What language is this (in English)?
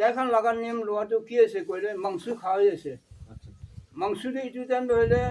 Naga Pidgin